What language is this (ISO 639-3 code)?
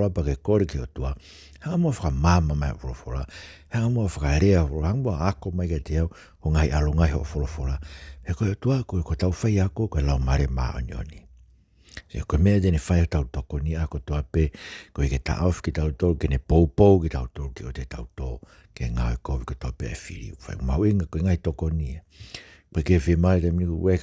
ton